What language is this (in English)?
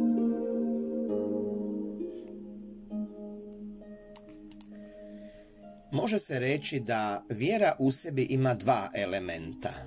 Croatian